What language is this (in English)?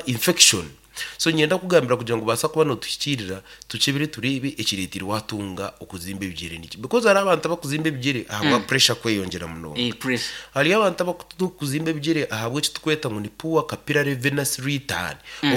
Nyankole